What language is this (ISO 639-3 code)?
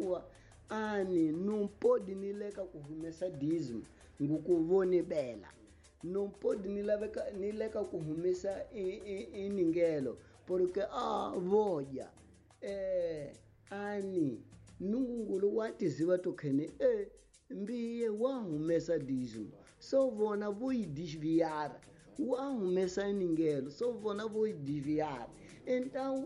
tso